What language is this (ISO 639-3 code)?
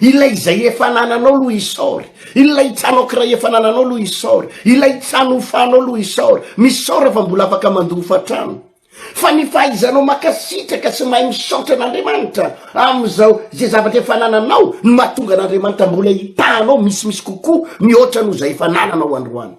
mlg